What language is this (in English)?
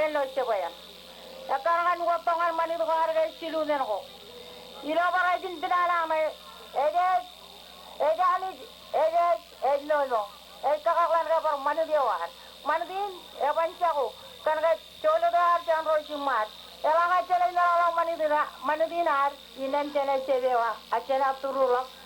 Marshallese